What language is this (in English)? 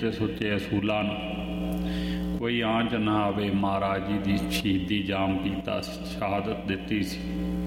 Punjabi